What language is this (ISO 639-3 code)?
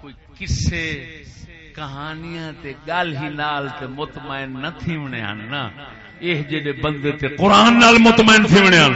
skr